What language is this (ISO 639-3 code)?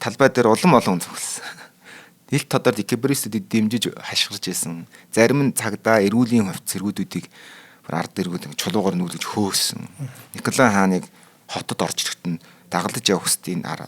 mon